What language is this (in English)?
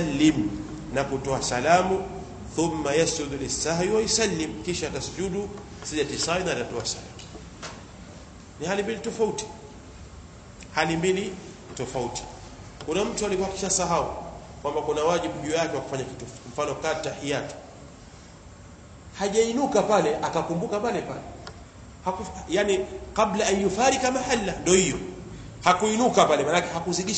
Swahili